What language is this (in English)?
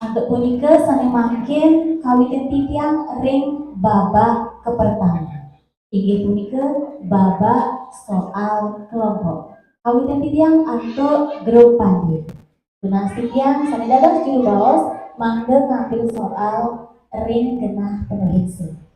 Balinese